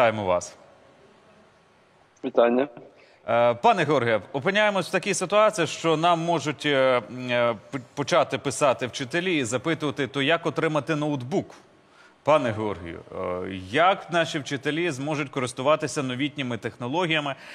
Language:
Ukrainian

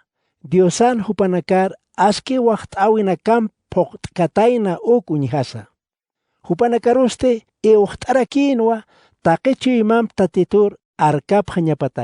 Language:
Aymara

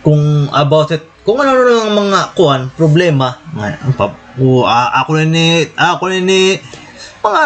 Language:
Waray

